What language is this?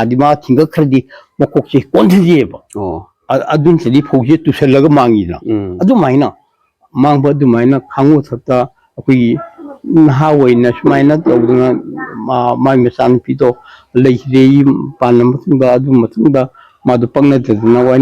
Manipuri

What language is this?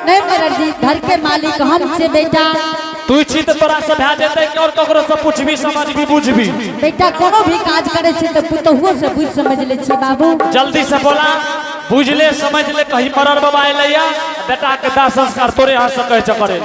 Angika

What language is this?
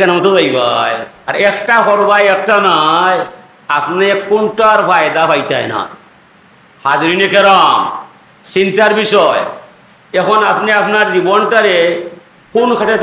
Sylheti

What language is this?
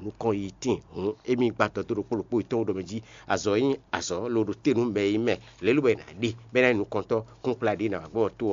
Fon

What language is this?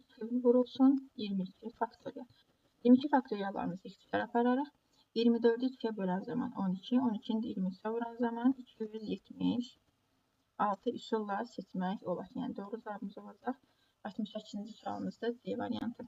Azerbaijani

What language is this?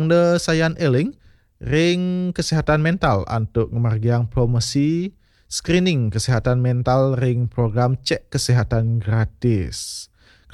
Balinese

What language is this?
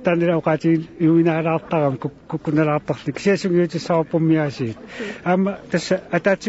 Kalaallisut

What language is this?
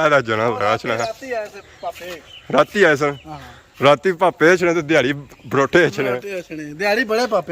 Pahari-Potwari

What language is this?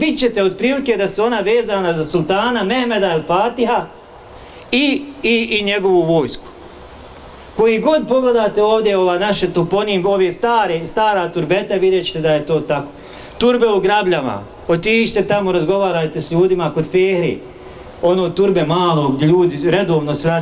Bosnian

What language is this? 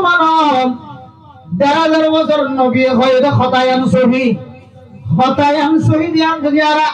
Rohingya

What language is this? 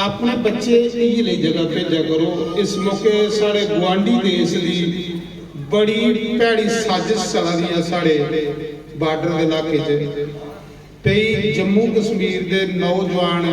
Dogri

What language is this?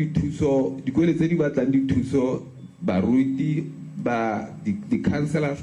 Tswana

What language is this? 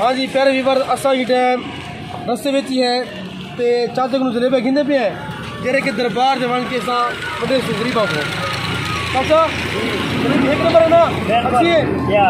Saraiki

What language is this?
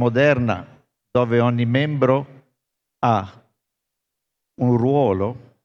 Italian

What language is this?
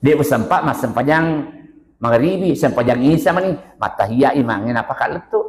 Buginese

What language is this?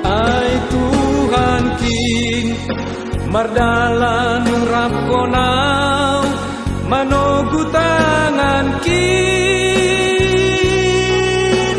Batak Simalungun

